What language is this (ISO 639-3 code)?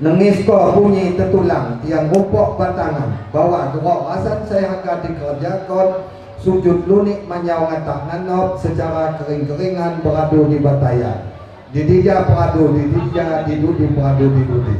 ljp